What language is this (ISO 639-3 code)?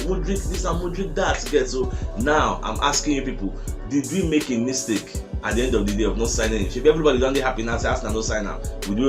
pcm